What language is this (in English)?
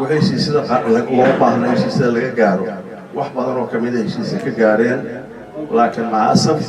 Somali